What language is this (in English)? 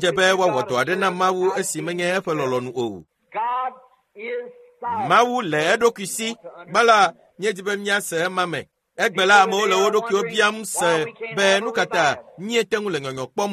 Ewe